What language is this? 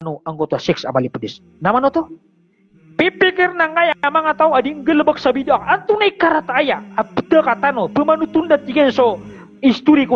Maranao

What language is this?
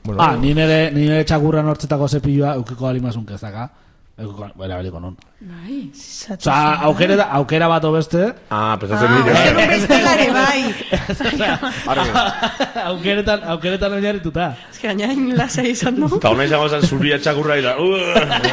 Basque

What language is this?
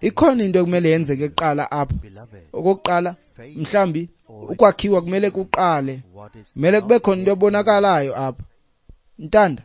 Xhosa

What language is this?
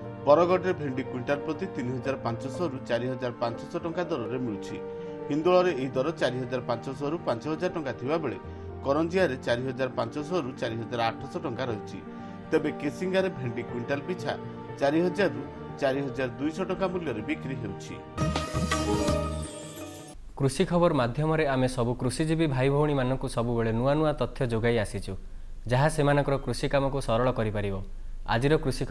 Odia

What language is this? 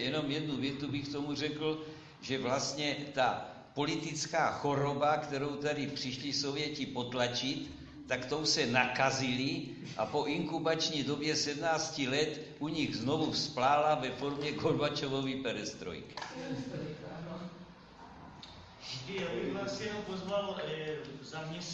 Czech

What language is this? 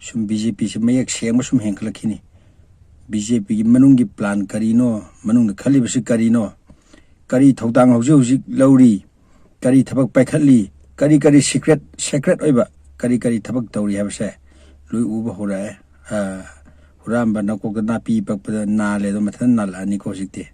Manipuri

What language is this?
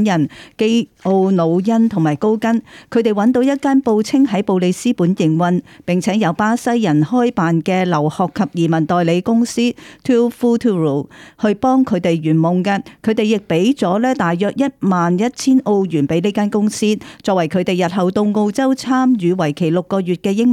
Cantonese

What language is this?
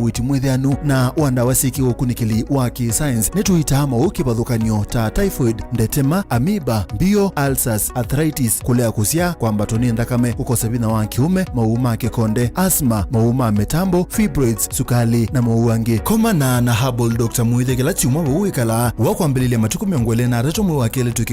Kamba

